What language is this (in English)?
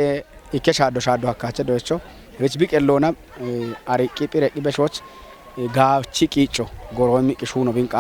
Kafa